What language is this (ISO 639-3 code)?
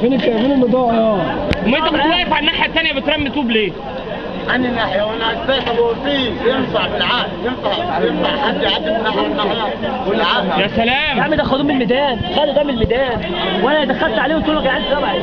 arz